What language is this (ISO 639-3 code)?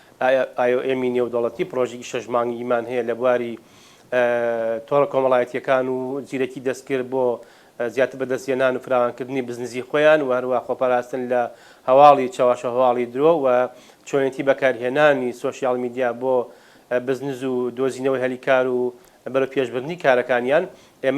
ckb